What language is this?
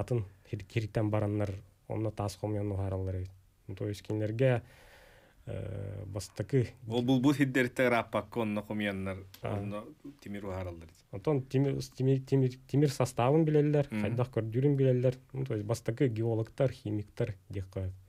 Yakut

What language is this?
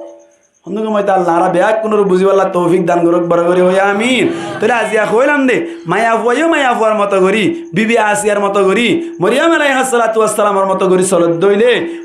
Rohingya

